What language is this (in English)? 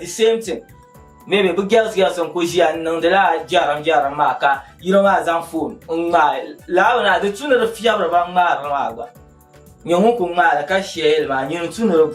Dagbani